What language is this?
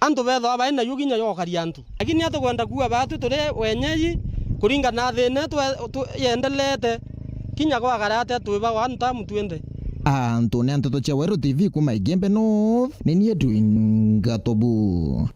Meru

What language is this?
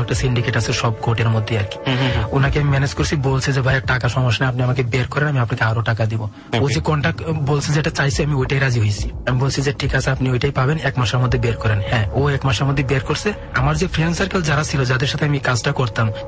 Bangla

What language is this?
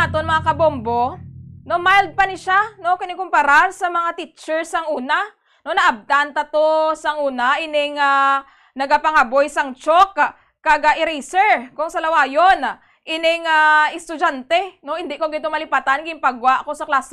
Hiligaynon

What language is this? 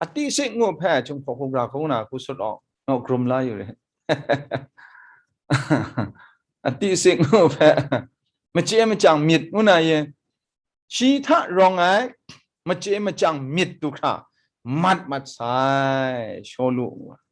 Kachin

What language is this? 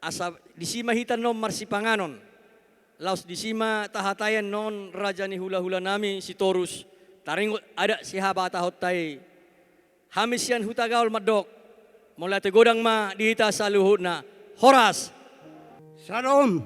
Batak Toba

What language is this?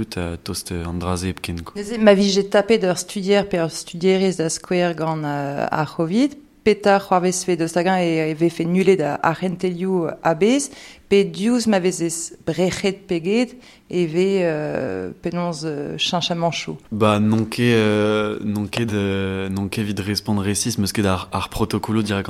Breton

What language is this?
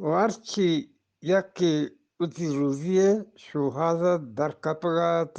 Eastern Balochi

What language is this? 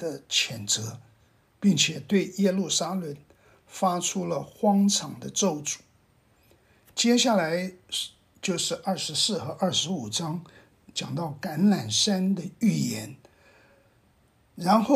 Chinese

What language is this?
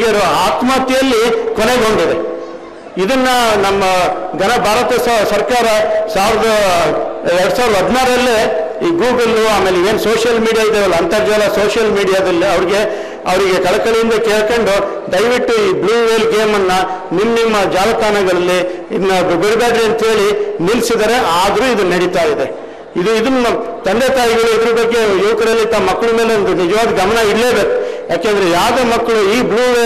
Kannada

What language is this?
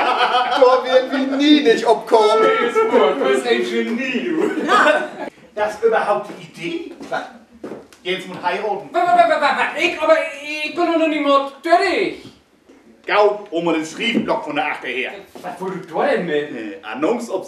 Low German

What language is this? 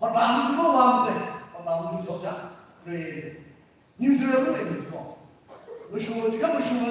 Tangkhul Naga (India)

